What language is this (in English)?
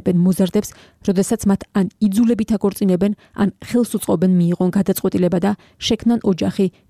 Georgian